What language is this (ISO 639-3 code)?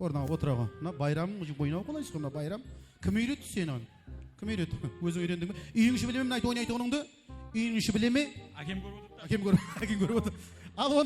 kaa